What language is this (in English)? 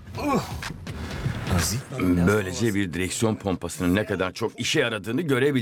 Turkish